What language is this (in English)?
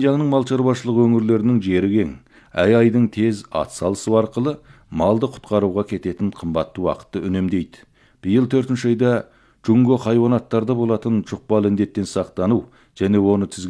Kazakh